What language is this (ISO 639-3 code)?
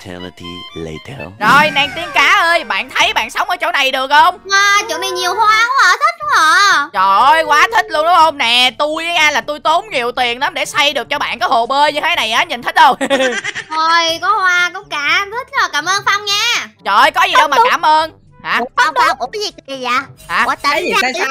vie